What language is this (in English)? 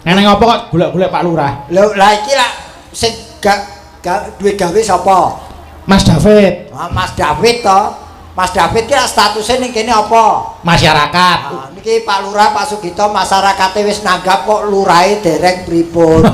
Javanese